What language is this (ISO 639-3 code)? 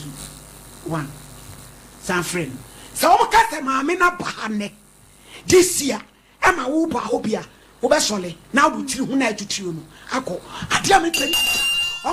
aka